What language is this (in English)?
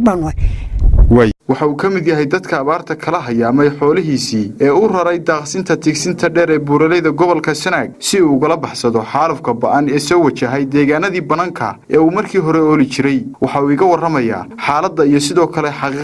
Somali